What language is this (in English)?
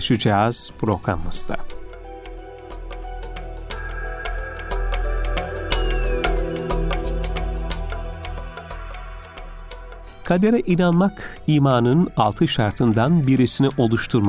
Turkish